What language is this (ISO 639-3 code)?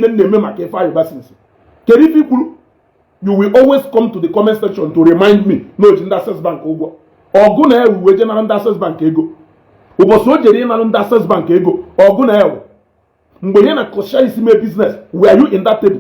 ibo